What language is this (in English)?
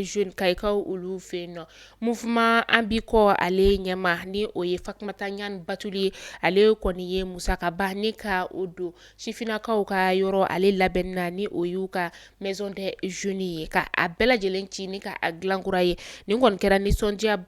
Bambara